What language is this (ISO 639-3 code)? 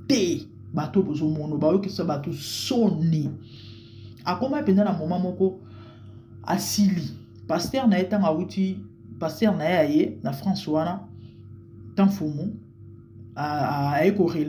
lin